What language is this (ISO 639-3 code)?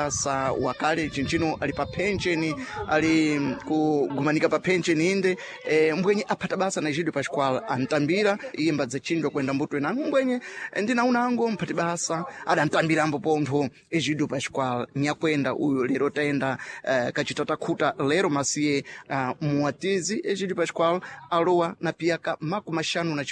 seh